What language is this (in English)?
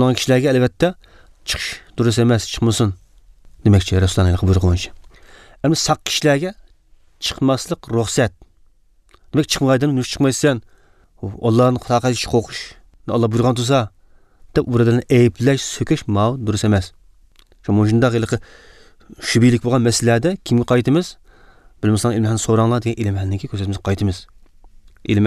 Uyghur